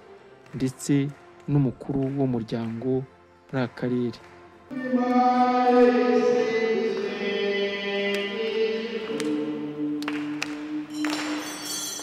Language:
Kinyarwanda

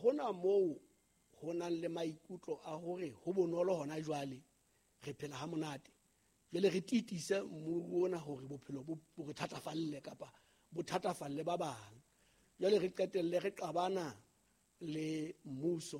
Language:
Southern Sotho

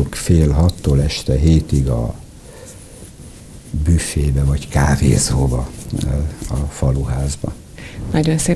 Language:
Hungarian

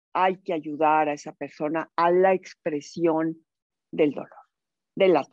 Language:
Spanish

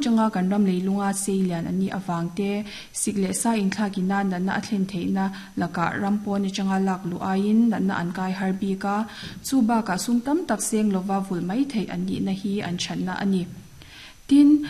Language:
Mizo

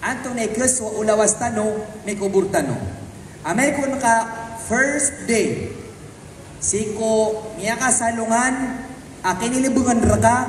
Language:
Maranao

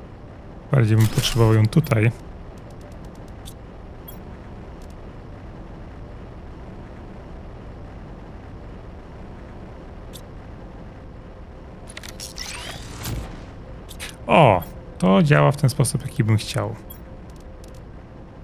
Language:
Polish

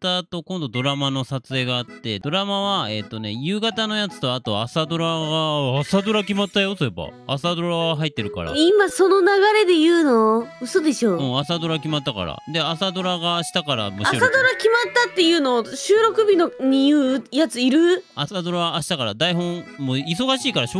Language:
Japanese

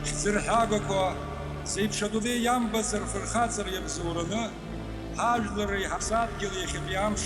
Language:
Abkhazian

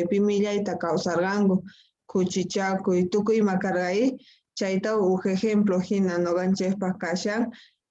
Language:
South Bolivian Quechua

